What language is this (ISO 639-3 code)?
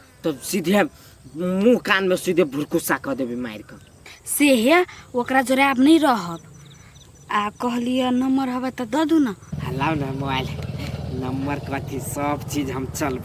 mai